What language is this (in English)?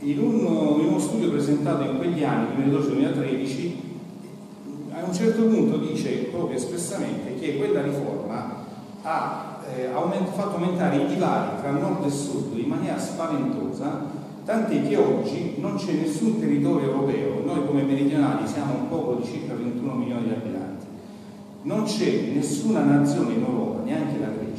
Italian